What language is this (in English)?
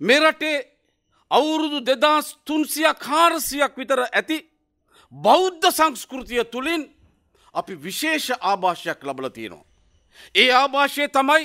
Sinhala